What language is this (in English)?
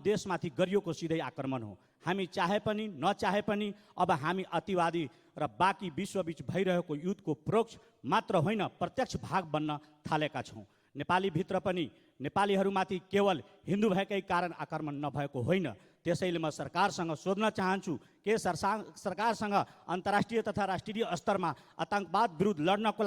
Nepali